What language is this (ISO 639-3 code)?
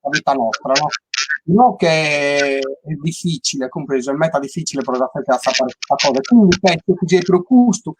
srd